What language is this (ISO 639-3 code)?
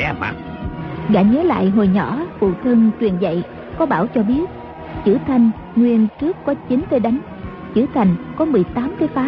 vie